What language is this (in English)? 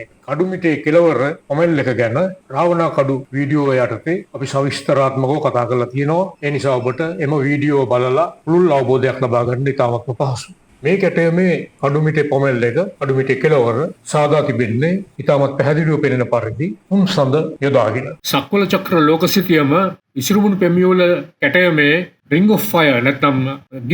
Sinhala